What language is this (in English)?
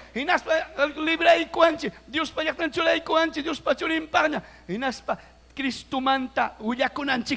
Ayacucho Quechua